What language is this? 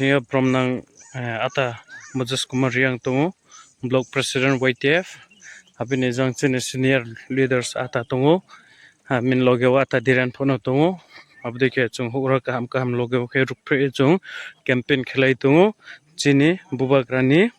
Riang (India)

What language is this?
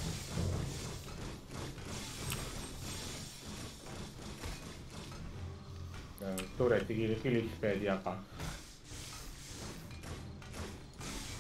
Estonian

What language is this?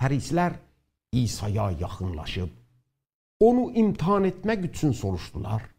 South Azerbaijani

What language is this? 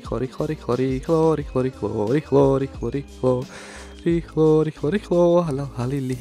Slovak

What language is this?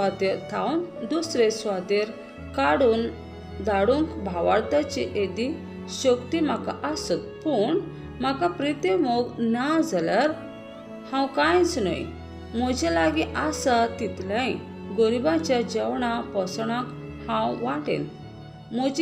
Konkani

